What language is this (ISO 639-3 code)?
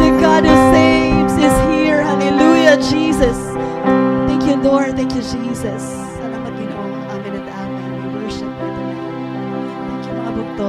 war